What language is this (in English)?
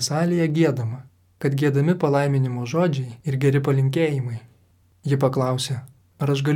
Lithuanian